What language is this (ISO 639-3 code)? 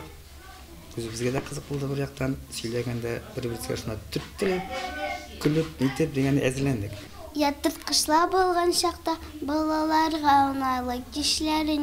tat